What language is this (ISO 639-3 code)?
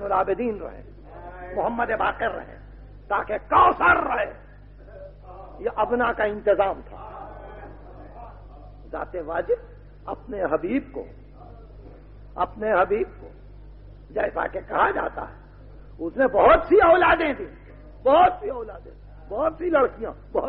urd